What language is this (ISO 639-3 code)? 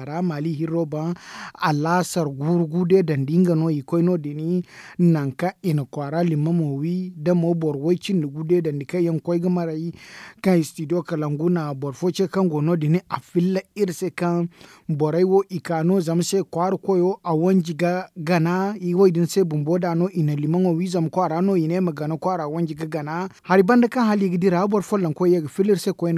dje